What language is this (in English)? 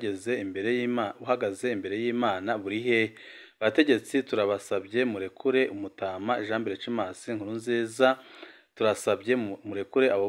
Rundi